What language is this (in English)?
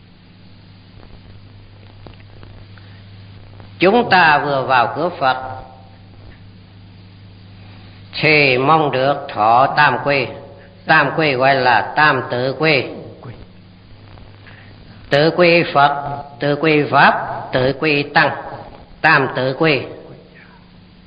Vietnamese